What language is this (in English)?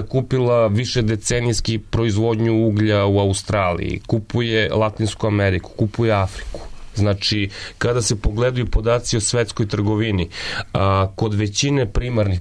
Serbian